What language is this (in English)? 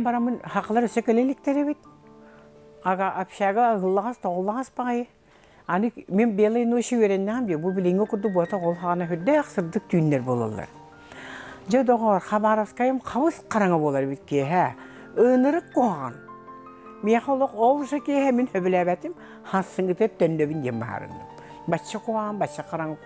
Yakut